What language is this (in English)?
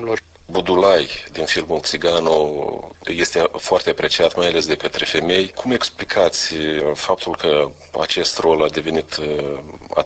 Romanian